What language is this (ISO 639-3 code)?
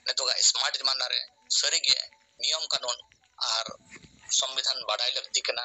sat